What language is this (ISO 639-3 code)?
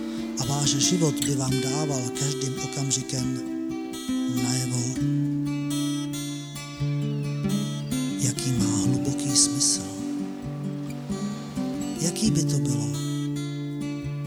ces